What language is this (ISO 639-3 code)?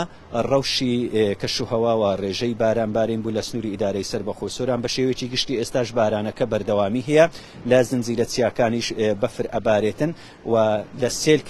ckb